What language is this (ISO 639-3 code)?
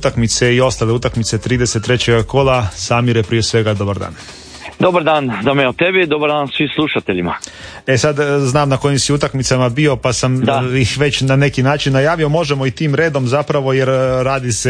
hrv